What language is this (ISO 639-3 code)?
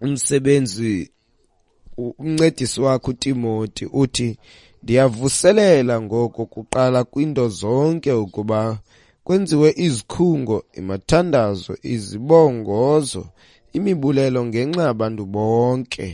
xho